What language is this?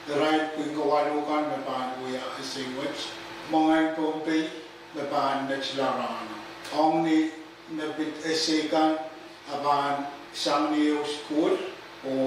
Pohnpeian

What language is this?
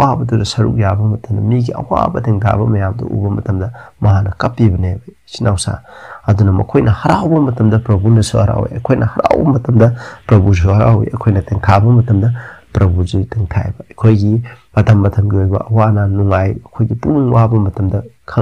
Manipuri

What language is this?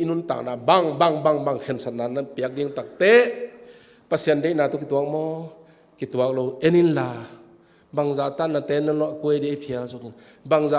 Tedim Chin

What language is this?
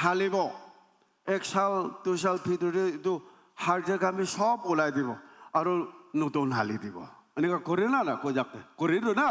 Naga Pidgin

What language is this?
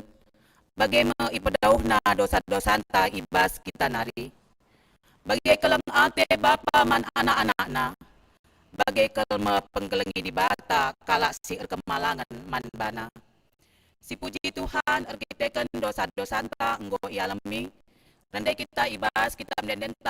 Batak Karo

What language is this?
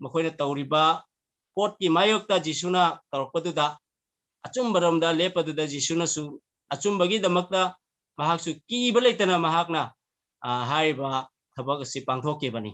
Manipuri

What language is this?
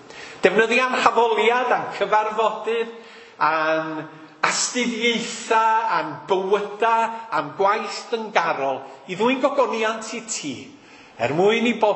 Welsh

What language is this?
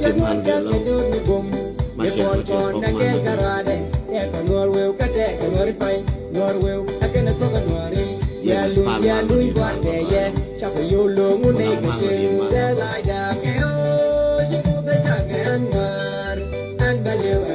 Nuer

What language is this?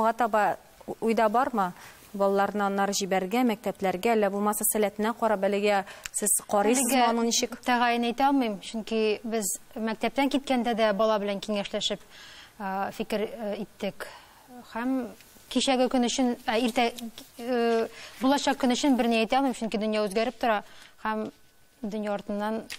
Tatar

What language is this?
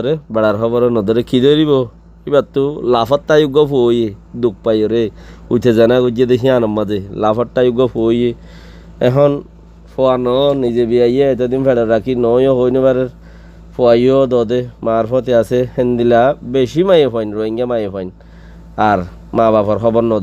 Rohingya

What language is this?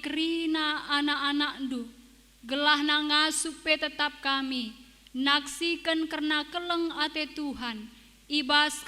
Batak Karo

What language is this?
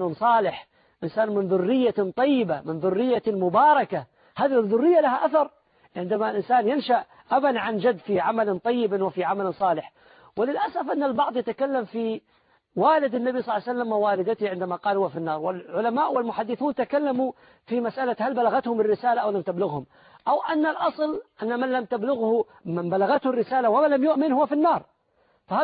Arabic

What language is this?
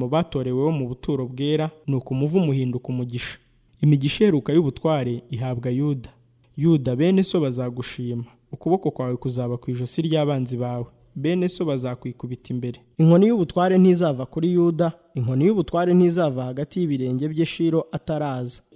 Kinyarwanda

